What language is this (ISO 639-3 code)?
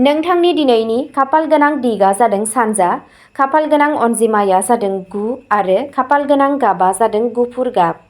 brx